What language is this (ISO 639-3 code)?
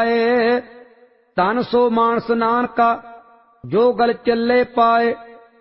pan